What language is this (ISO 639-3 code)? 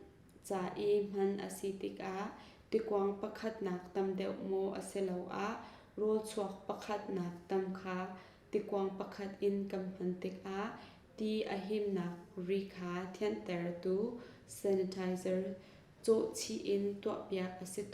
cnh